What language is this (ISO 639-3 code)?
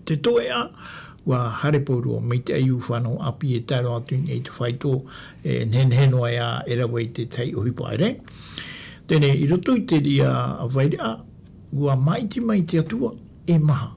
tah